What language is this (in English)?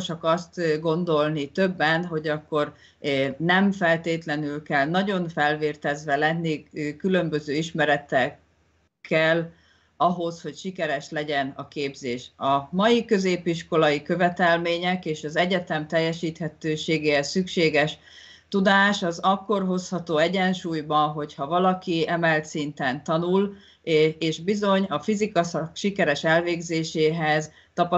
Hungarian